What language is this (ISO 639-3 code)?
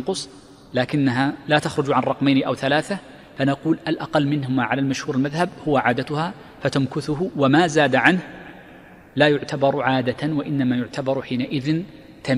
ara